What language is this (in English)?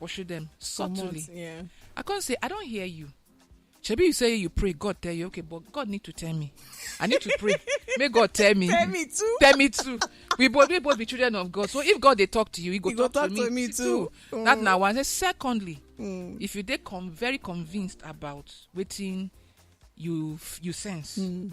Nigerian Pidgin